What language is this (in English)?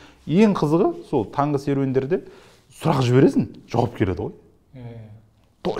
Kazakh